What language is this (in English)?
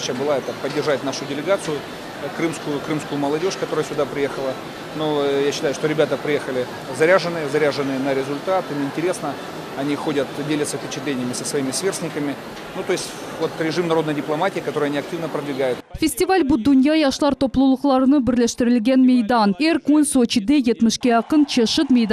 Crimean Tatar